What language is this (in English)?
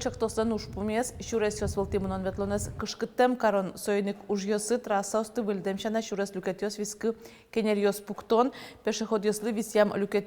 Udmurt